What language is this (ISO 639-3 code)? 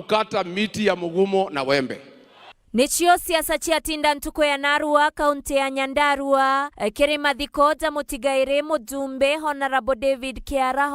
mer